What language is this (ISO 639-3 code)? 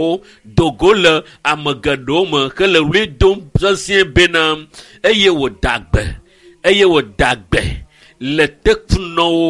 ewe